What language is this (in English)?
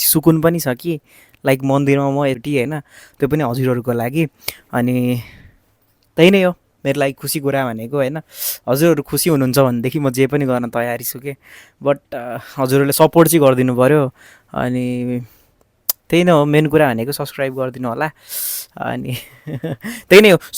Nepali